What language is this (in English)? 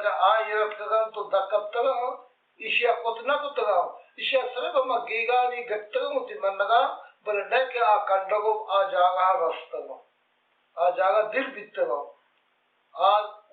Baluchi